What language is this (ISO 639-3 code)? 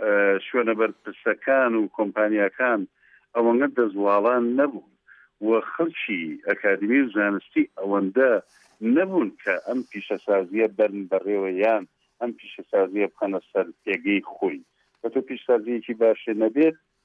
ckb